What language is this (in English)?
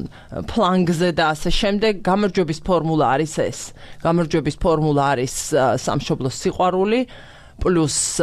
Georgian